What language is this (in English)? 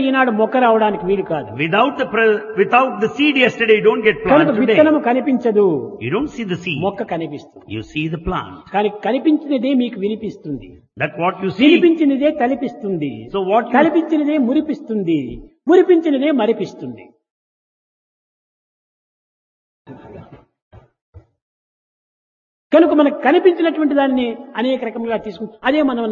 Telugu